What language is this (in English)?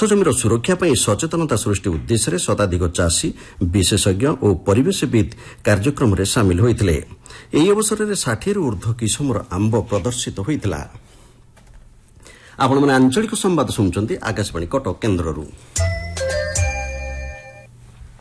Odia